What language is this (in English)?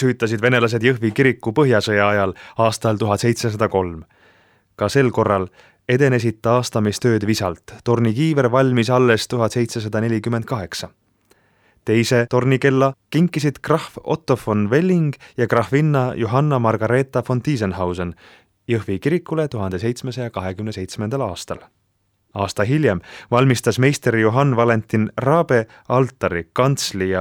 Estonian